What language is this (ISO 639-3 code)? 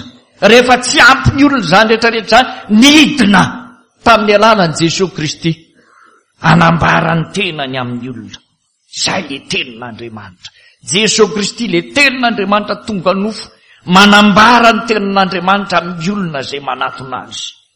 mlg